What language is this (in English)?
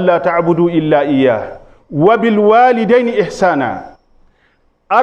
Fula